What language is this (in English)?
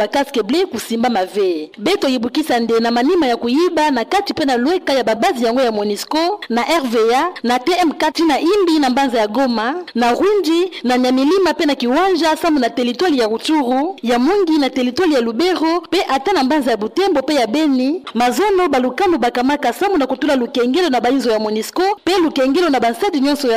Kituba (Democratic Republic of Congo)